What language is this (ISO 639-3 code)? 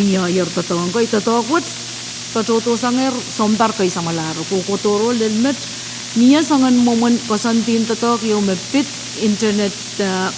pon